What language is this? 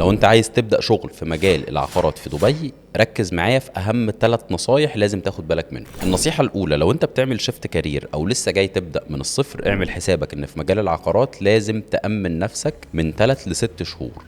Egyptian Arabic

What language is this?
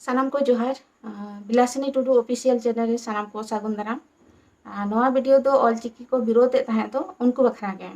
Santali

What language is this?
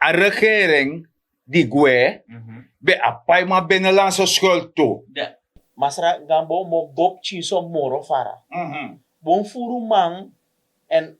Sranan Tongo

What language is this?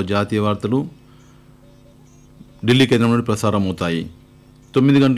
Telugu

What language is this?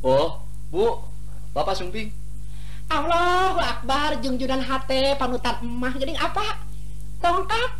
Sundanese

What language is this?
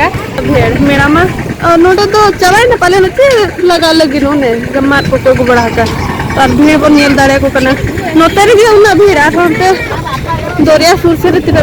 Santali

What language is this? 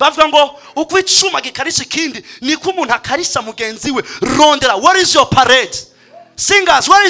Rundi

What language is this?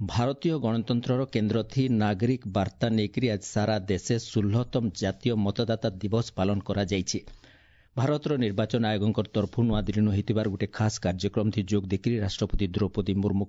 Odia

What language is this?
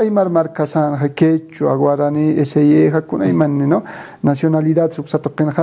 Aymara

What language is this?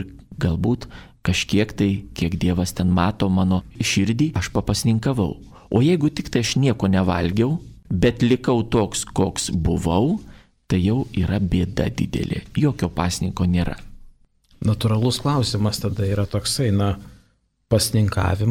Lithuanian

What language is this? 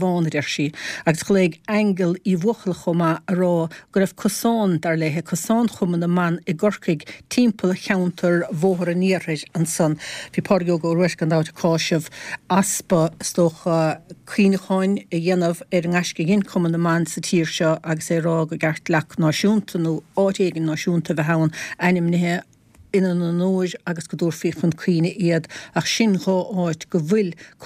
Irish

